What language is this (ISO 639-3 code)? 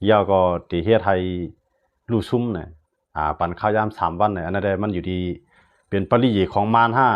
shn